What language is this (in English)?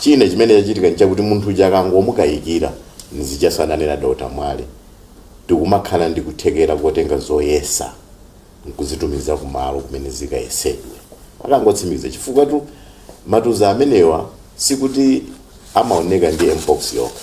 Nyanja